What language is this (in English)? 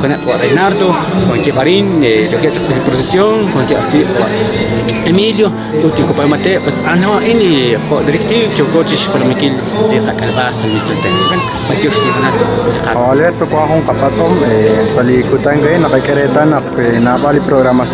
Kekchí